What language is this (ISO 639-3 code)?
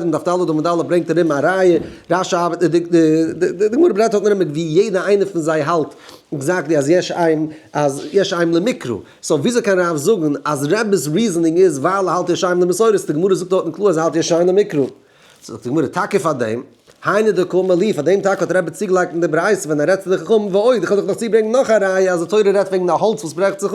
yid